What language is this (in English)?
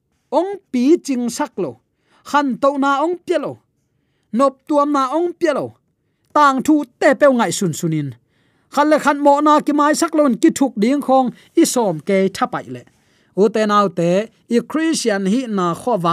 Tedim Chin